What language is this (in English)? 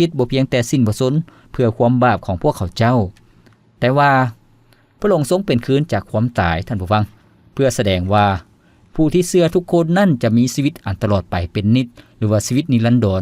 Lao